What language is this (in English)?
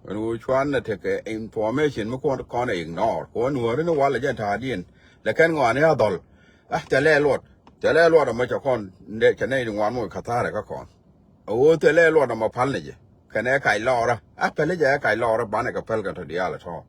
Nuer